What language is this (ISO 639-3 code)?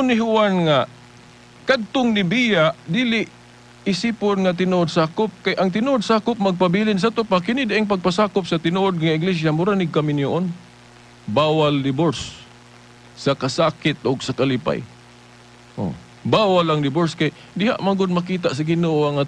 ceb